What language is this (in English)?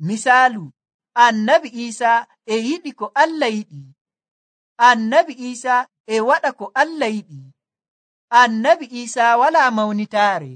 Nigerian Fulfulde